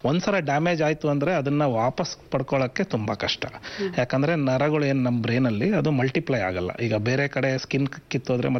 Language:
Kannada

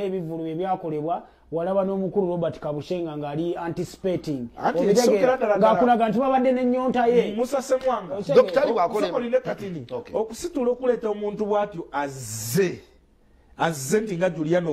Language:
Ganda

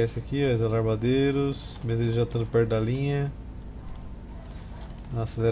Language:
Portuguese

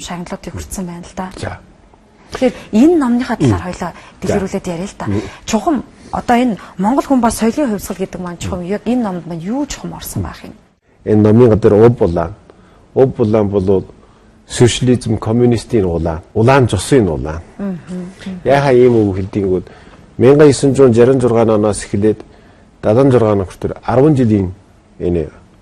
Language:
Mongolian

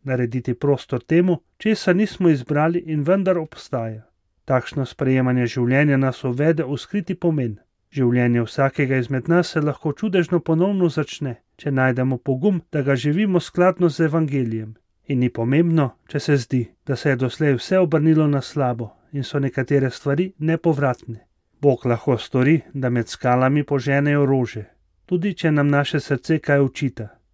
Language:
Slovenian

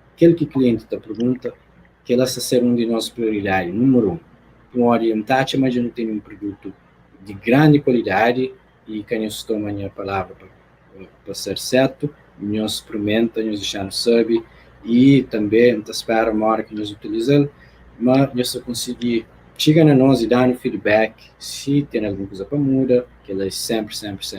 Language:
Kabuverdianu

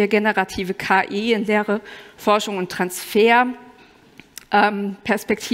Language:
German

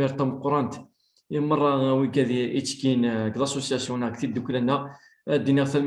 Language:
Kabyle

